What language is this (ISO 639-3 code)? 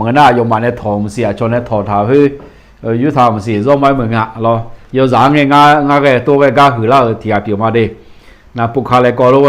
ahk